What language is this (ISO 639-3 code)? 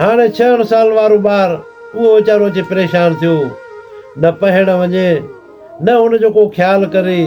snd